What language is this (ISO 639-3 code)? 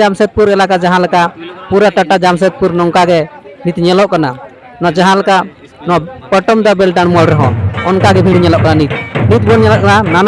sat